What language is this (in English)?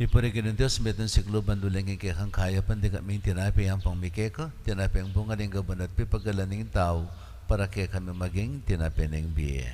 Pampanga